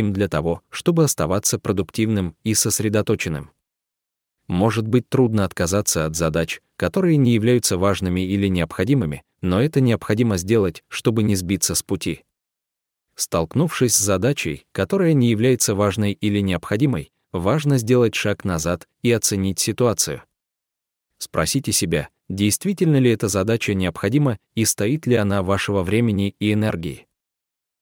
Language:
Russian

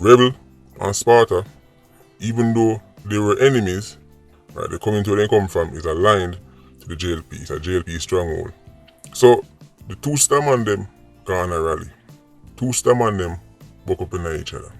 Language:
Jamaican Creole English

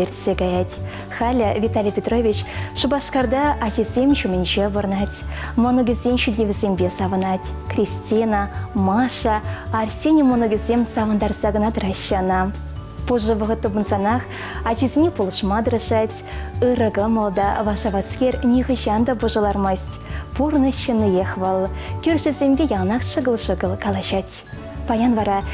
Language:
Chuvash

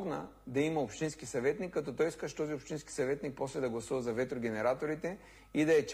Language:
Bulgarian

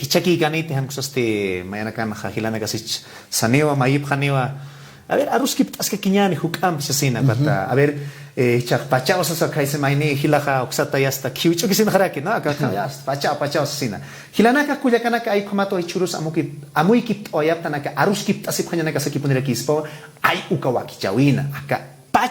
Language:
Aymara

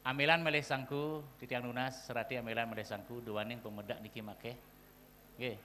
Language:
Balinese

